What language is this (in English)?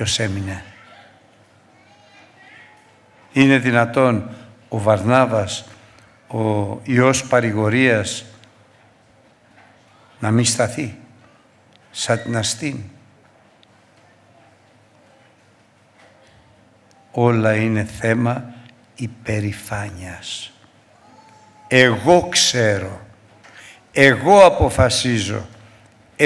Greek